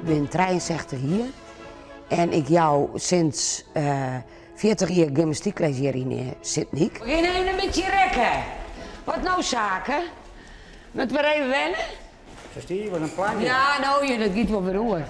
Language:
Western Frisian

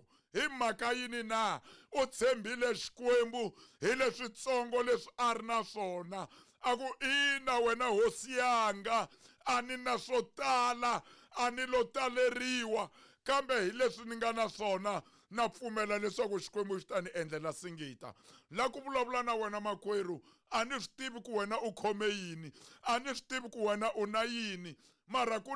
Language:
Tsonga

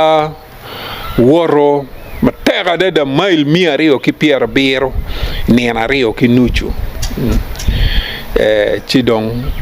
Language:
Acoli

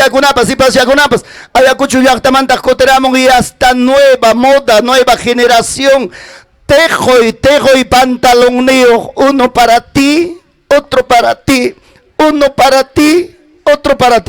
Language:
Ayacucho Quechua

